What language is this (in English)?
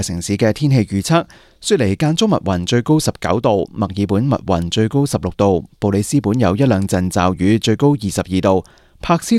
Cantonese